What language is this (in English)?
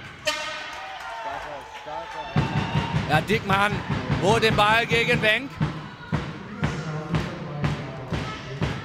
German